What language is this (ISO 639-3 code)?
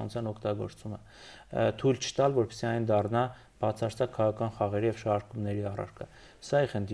hye